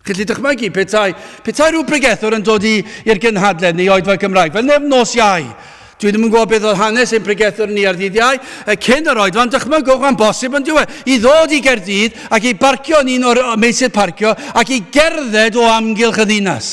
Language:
Welsh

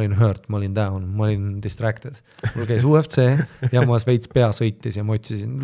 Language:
Estonian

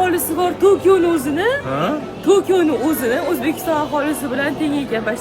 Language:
Uzbek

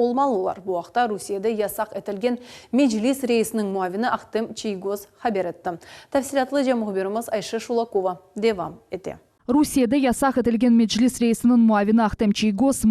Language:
Crimean Tatar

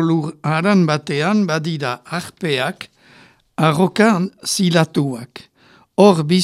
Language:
Basque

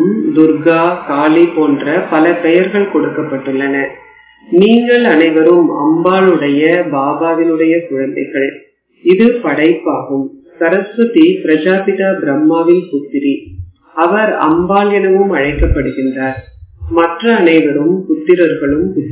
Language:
Tamil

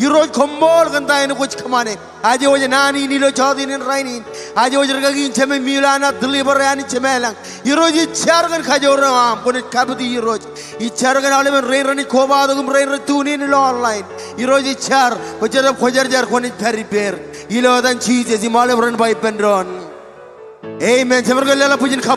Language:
Marshallese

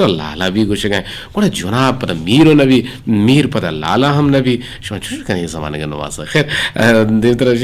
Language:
Eastern Balochi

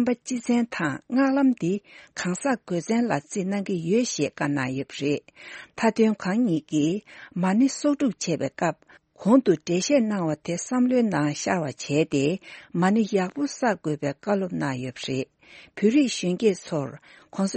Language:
Tibetan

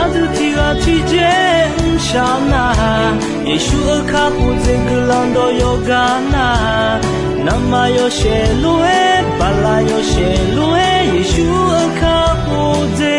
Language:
Akha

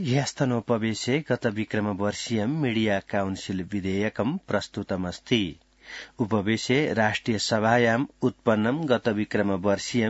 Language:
Sanskrit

